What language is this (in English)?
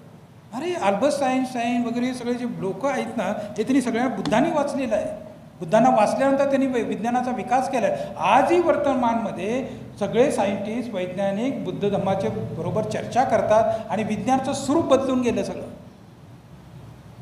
Marathi